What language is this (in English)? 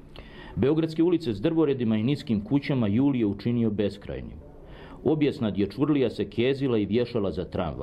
Serbian